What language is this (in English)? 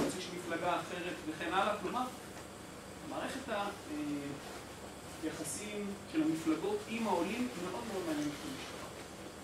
Hebrew